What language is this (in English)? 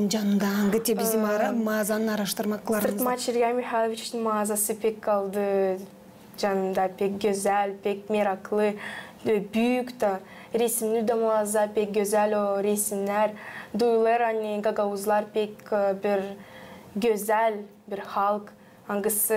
Gagauz